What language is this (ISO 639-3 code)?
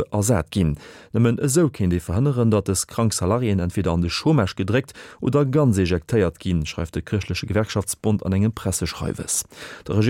ltz